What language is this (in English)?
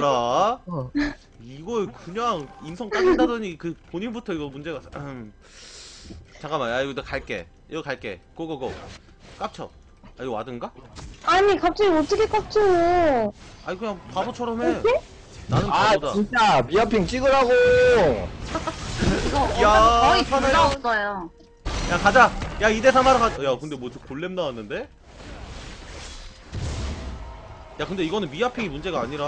Korean